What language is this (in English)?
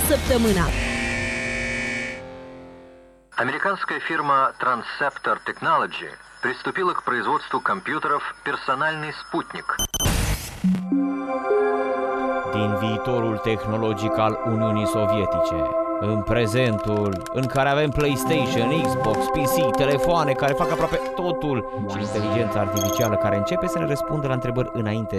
Romanian